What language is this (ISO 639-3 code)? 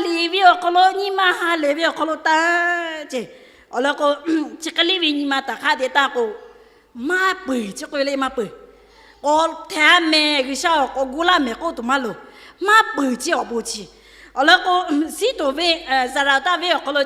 lhu